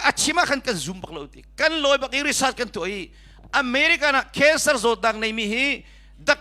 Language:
Hakha Chin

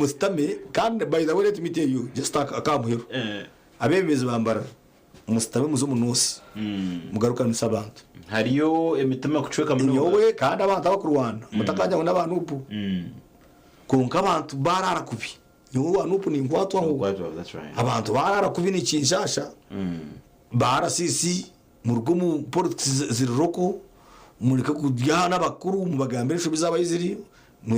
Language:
Nyankole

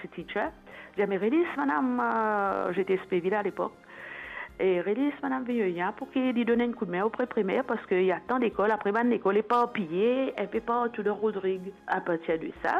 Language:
Morisyen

